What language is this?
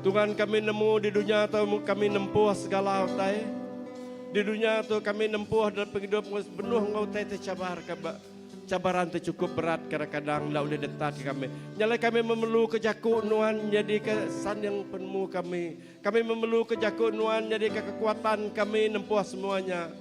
Iban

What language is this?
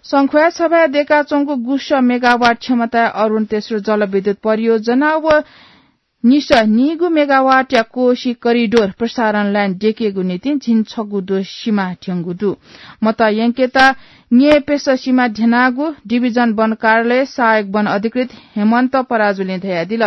Newari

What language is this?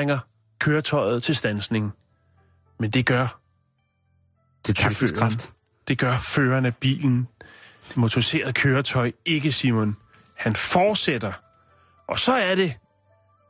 Danish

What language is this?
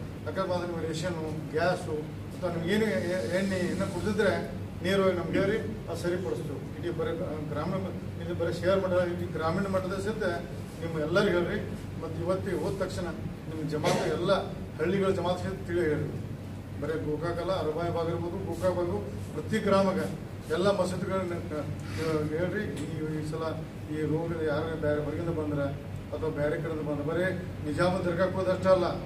Kannada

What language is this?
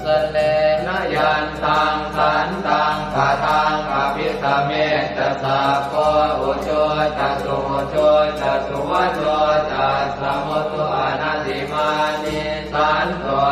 Pali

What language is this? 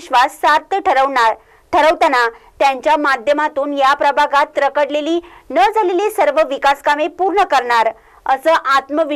Marathi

